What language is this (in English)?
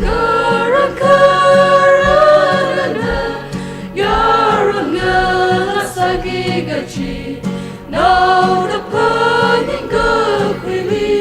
Tangkhul Naga (India)